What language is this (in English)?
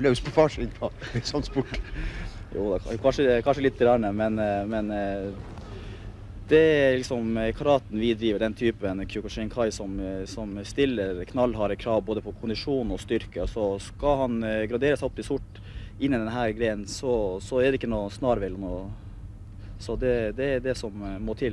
Norwegian